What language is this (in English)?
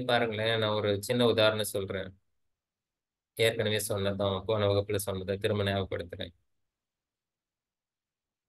Tamil